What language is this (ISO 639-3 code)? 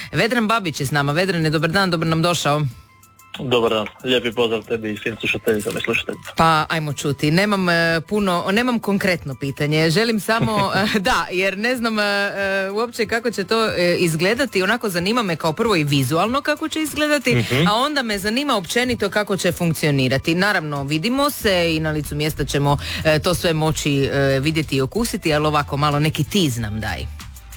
hrv